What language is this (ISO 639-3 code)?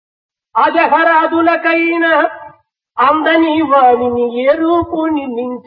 tel